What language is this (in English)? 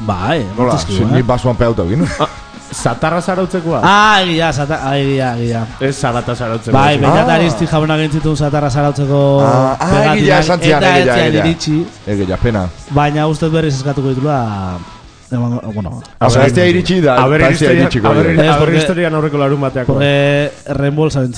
Basque